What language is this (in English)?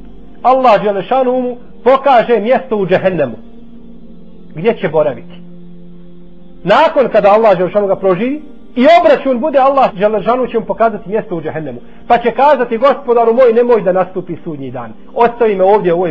Bosnian